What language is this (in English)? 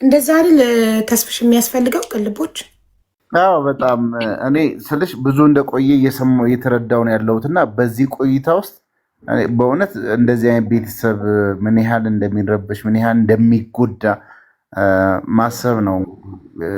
Amharic